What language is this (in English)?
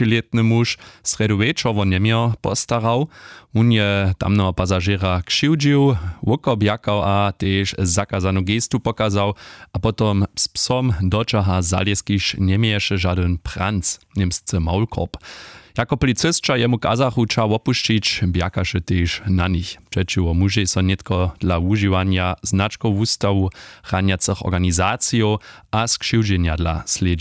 Upper Sorbian